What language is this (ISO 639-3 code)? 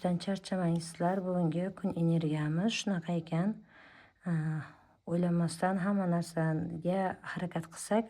uzb